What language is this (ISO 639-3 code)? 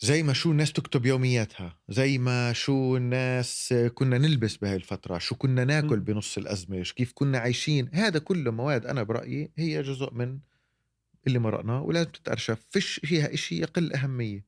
apc